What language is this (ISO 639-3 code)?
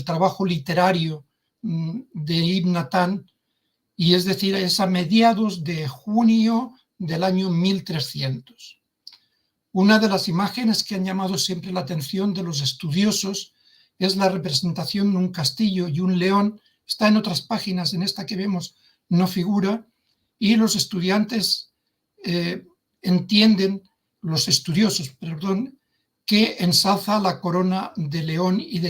lad